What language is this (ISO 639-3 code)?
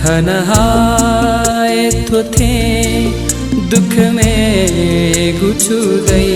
new